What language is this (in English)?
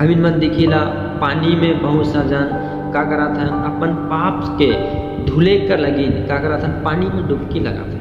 Sadri